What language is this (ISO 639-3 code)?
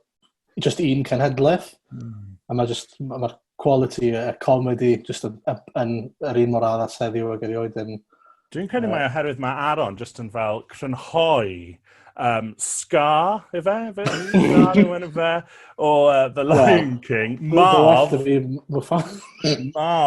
cym